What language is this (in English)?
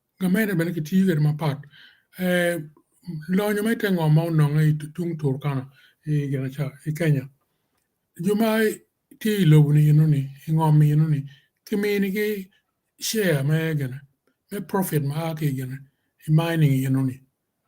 Acoli